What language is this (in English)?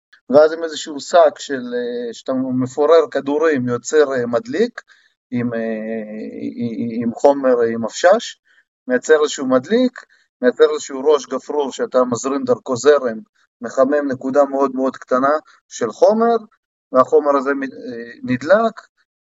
Hebrew